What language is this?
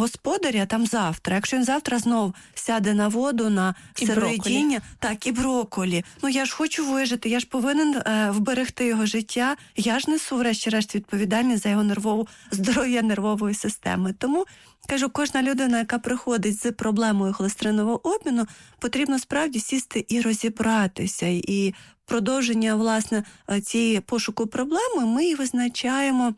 Ukrainian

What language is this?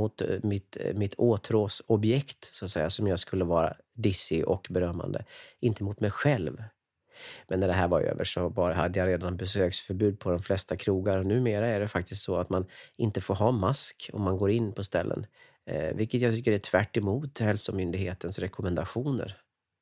Swedish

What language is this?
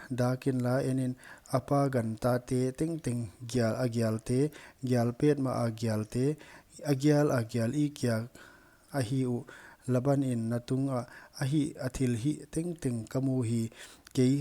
Paite Chin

